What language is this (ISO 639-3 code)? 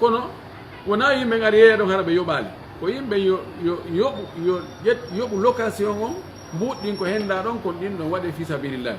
fuf